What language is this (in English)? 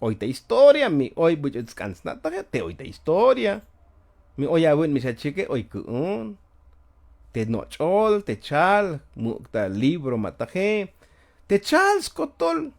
Tzotzil